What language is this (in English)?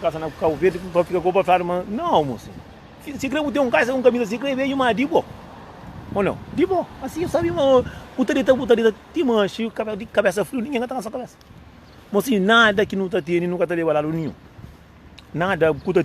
Kabuverdianu